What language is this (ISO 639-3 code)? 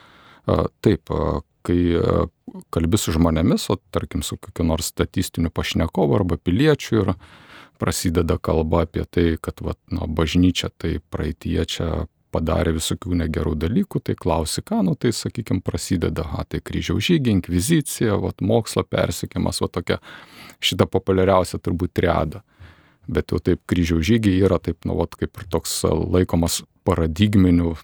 lit